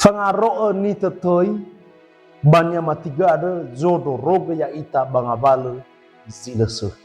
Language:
Nias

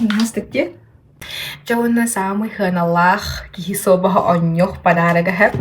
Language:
Yakut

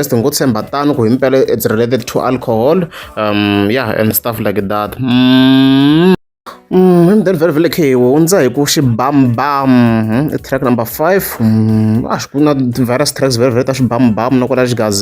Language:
Tsonga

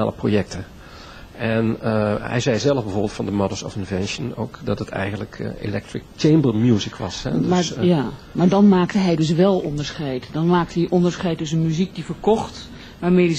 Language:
Dutch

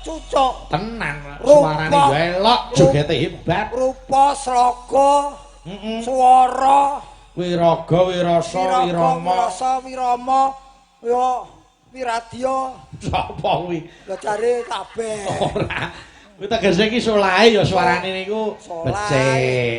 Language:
Javanese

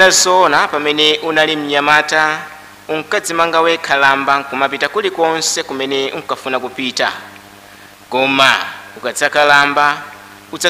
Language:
Nyanja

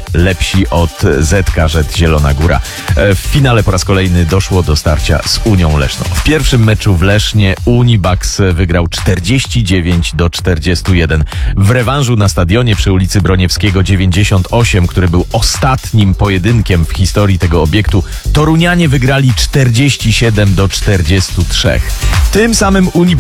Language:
Polish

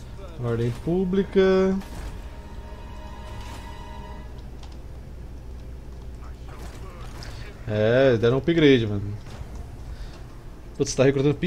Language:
Portuguese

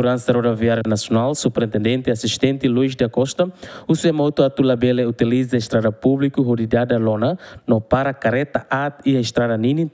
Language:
Tetum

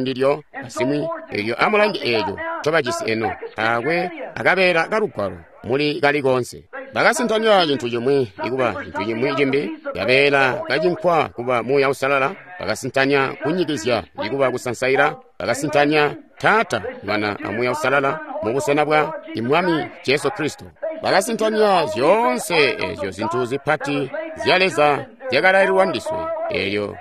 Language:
Tonga (Zambia)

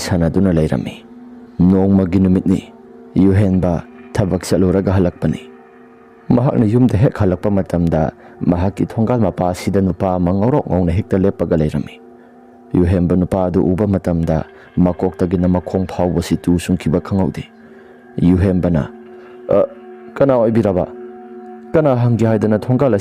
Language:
Manipuri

